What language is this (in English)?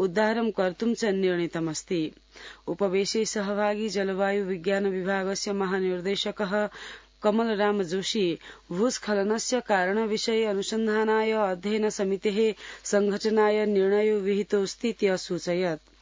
Sanskrit